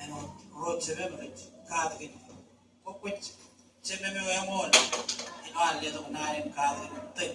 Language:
Marshallese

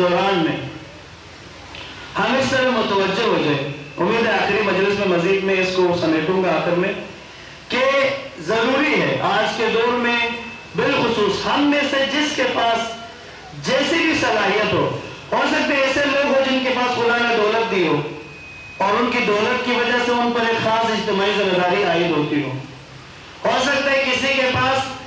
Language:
Urdu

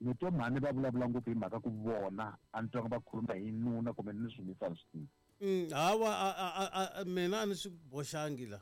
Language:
Tsonga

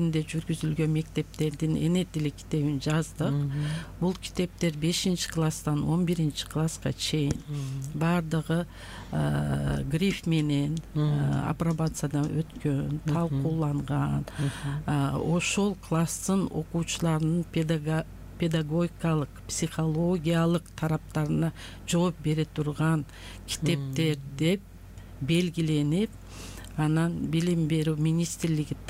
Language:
Kyrgyz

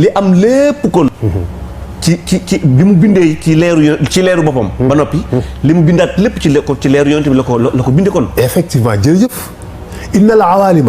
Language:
Wolof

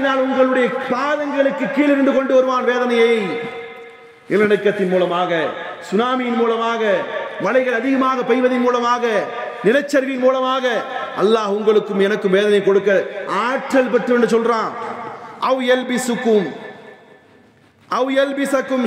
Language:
Tamil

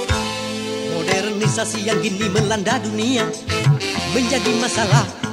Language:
Malay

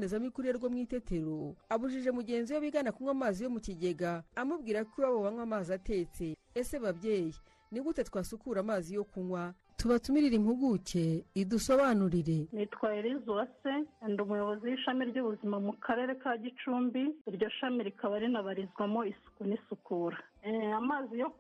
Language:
Kinyarwanda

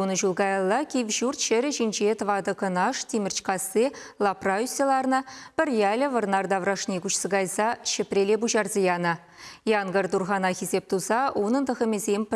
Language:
Chuvash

